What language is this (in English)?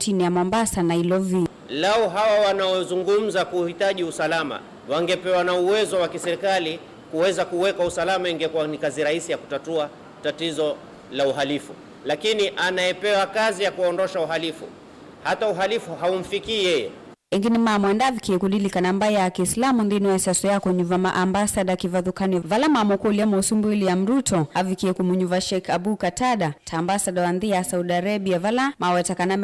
Kamba